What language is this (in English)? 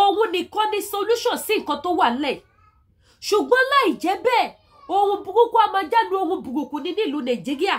Yoruba